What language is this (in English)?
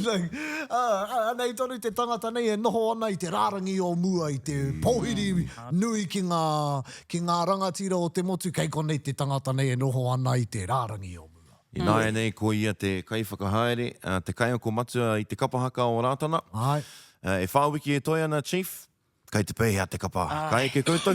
Māori